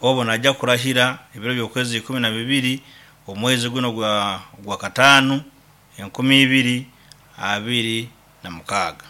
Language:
Nyankole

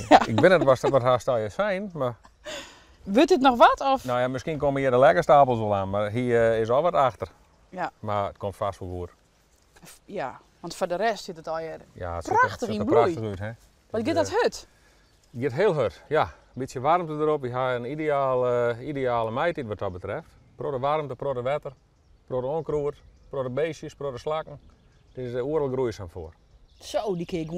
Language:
Western Frisian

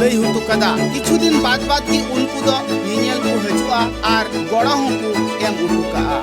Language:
Santali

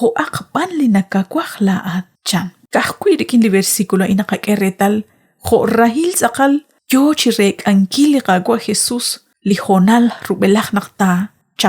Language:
Kekchí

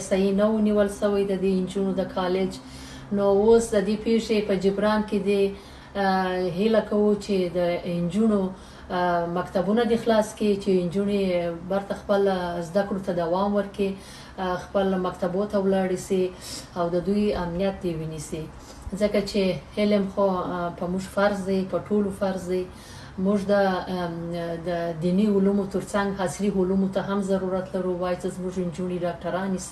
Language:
Pashto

